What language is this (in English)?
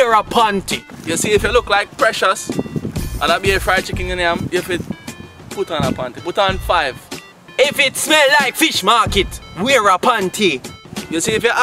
Jamaican Creole English